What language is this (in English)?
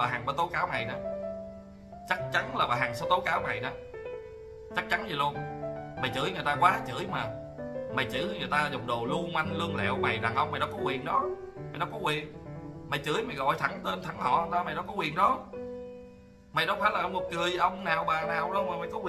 Vietnamese